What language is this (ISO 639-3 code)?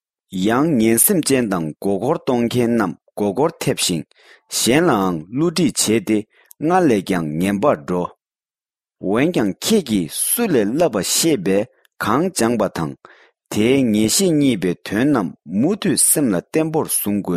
bod